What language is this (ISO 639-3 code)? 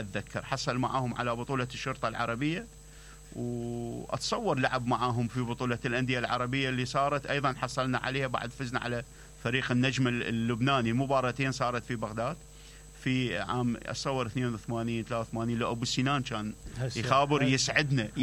acm